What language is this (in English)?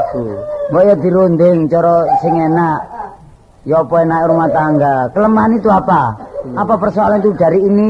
Javanese